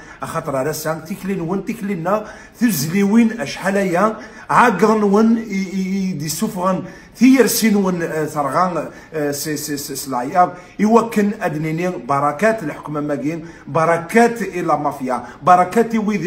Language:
Kabyle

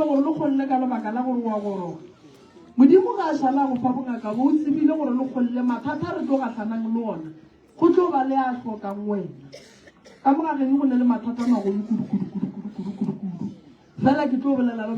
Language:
Northern Sotho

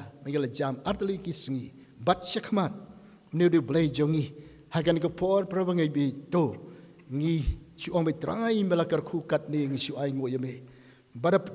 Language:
Khasi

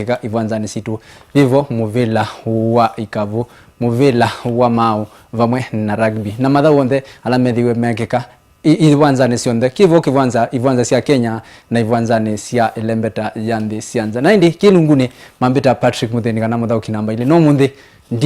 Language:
Kamba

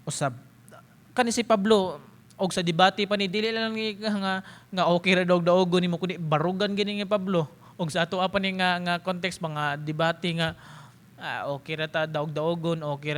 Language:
Cebuano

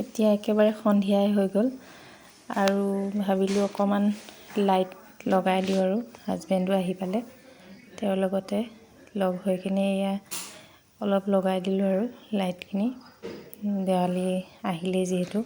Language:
Assamese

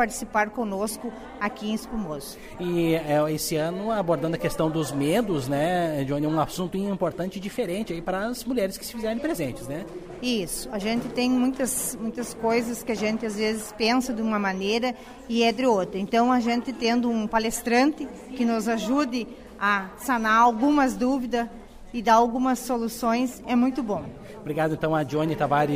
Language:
Portuguese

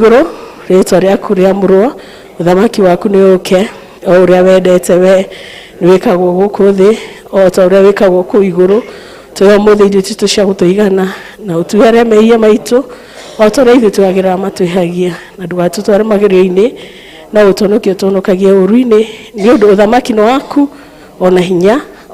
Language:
Kikuyu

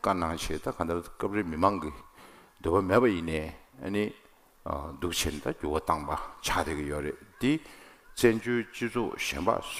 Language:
Tibetan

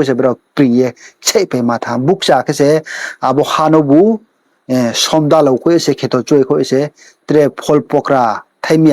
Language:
Riang (India)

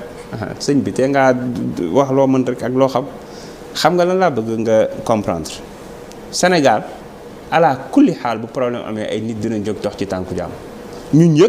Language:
Wolof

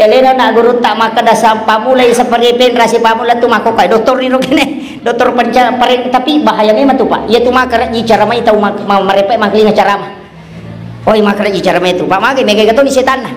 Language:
Buginese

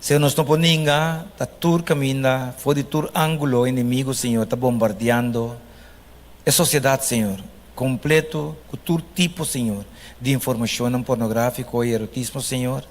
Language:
Papiamento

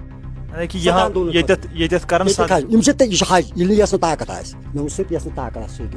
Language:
Kashmiri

